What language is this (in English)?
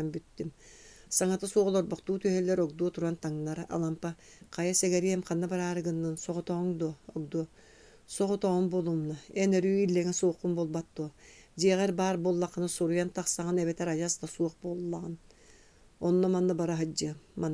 Yakut